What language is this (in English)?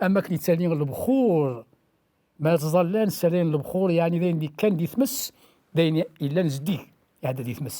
Kabyle